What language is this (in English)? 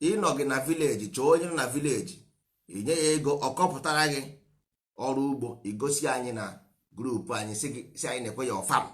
Igbo